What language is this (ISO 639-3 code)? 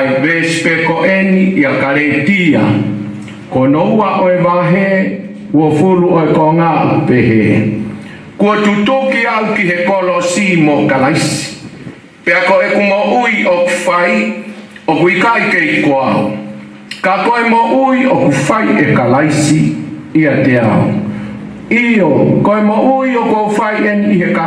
ton